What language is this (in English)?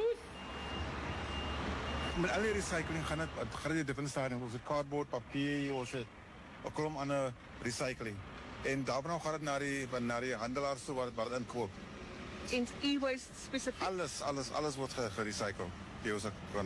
Afrikaans